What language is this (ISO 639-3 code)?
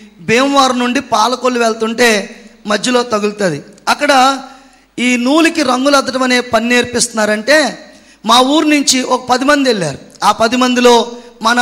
tel